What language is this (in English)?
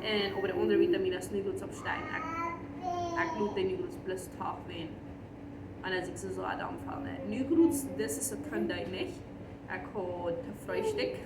Plautdietsch